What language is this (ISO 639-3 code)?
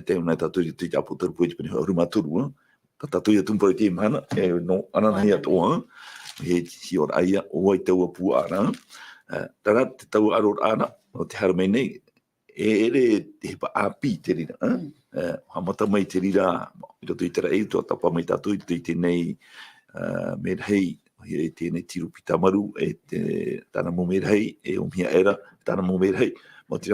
tah